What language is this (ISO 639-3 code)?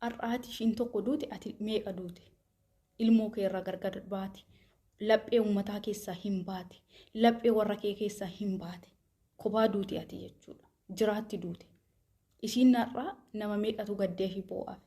orm